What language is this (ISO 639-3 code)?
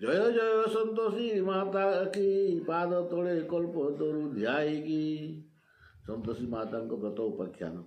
ori